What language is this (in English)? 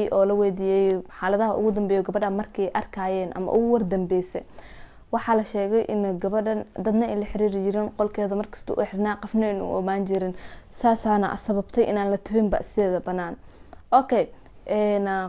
Somali